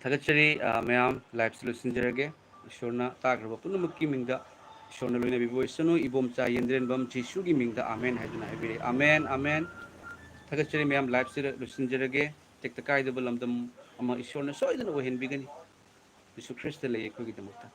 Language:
Manipuri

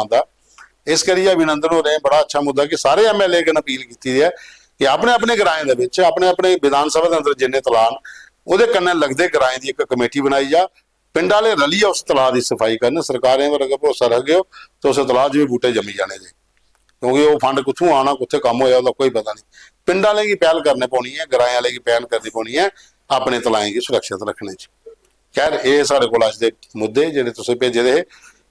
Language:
Dogri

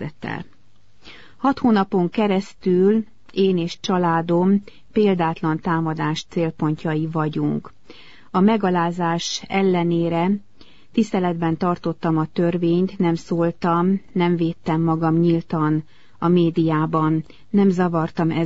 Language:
Hungarian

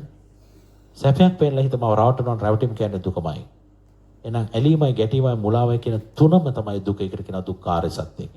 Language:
Sinhala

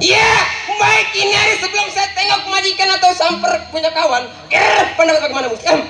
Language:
Betawi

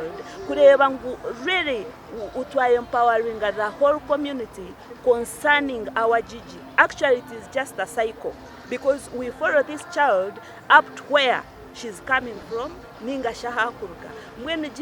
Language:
Nyankole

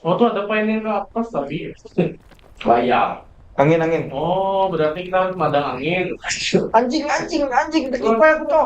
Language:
Banjar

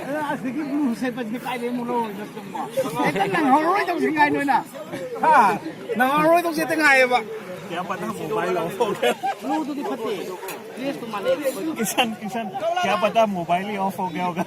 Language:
Manipuri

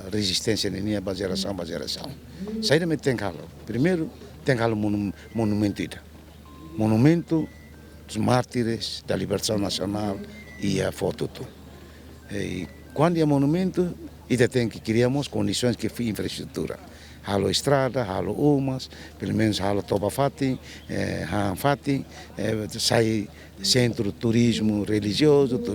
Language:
Tetum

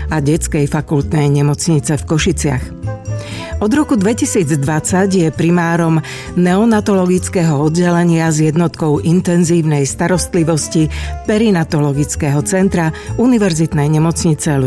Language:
Slovak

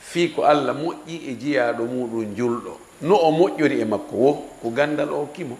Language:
Fula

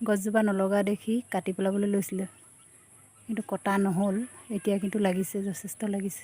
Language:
Assamese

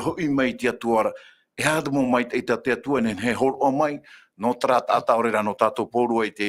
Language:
Tahitian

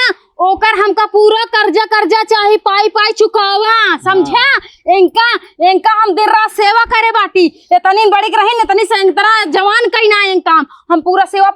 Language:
Awadhi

